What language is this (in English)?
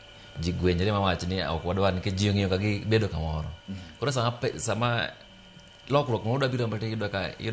Luo (Kenya and Tanzania)